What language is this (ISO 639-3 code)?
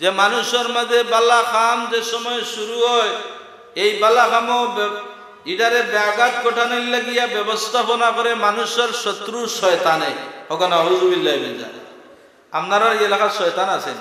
syl